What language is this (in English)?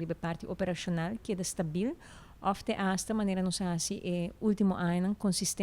Papiamento